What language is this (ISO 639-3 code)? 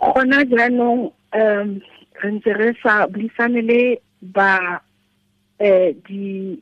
tsn